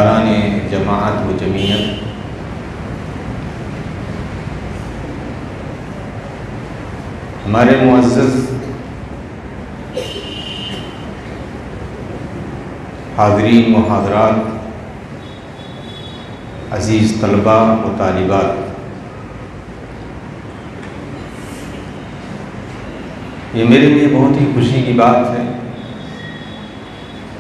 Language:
Urdu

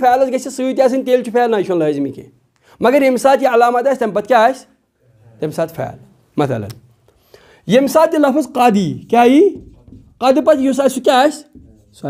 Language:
Kashmiri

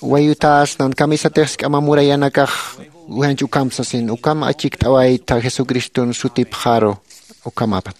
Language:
Aymara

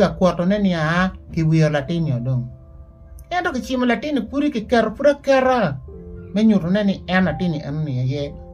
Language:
Acoli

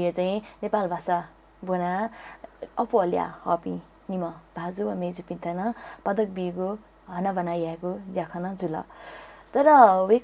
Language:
Newari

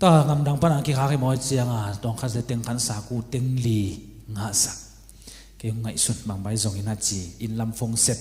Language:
Tedim Chin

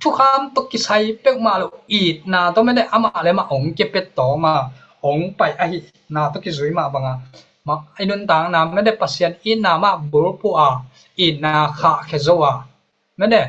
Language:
Tedim Chin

